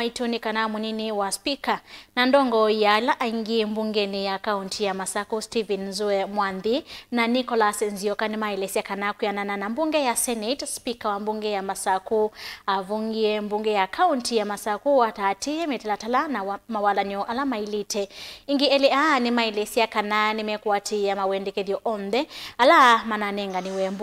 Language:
Kamba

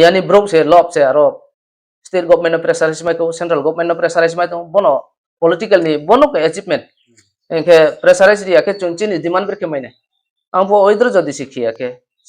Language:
Riang (India)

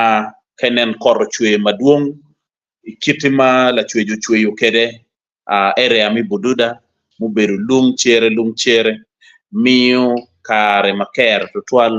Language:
Acoli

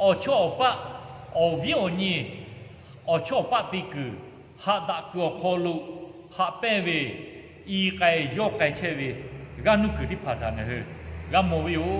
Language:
Lahu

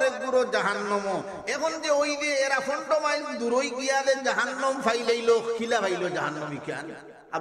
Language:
Sylheti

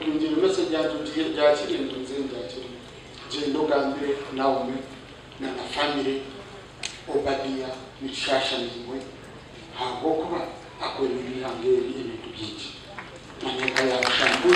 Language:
Nyankole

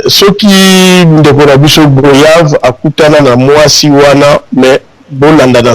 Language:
Lingala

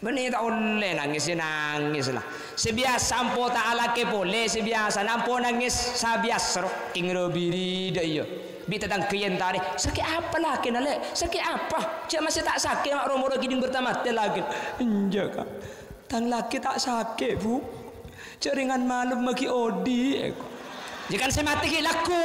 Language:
Madurese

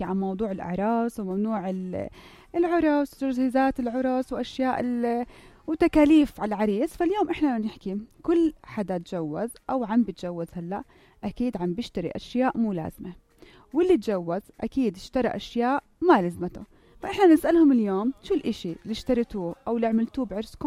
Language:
North Levantine Arabic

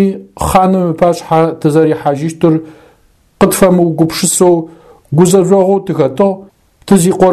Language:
Adyghe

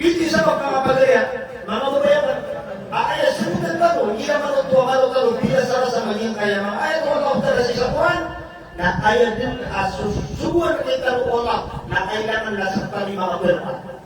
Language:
Maranao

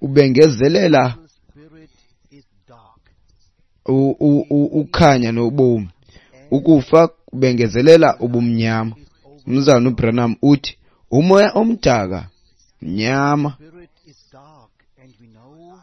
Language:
Xhosa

